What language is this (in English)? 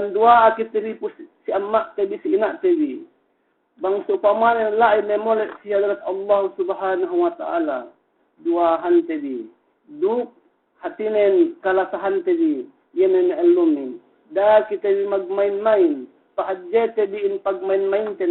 Yakan